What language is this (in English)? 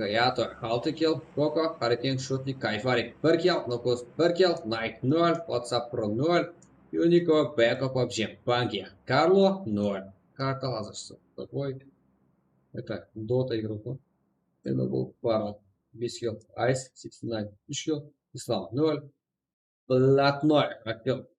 Kara-Kalpak